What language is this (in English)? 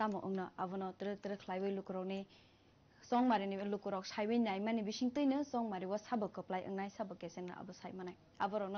Kok Borok